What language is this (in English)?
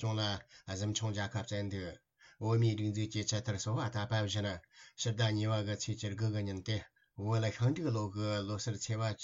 Tibetan